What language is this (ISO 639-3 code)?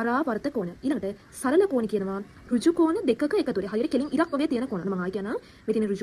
sin